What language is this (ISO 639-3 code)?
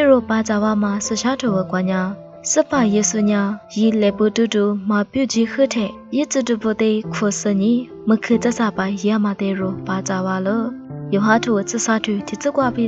lis